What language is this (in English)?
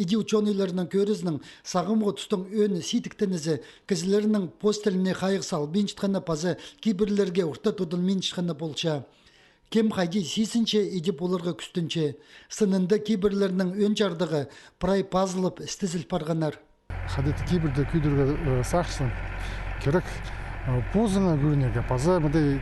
Khakas